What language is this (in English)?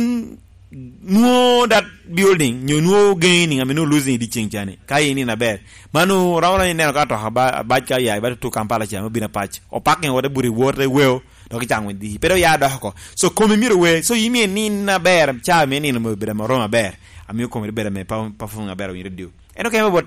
Lango (Uganda)